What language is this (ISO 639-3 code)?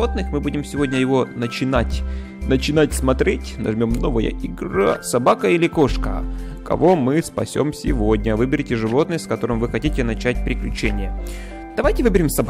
rus